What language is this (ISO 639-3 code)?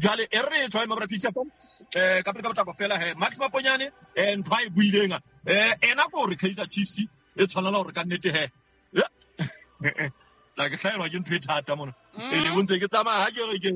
sot